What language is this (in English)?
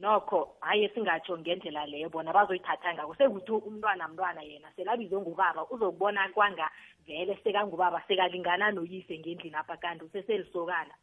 South Ndebele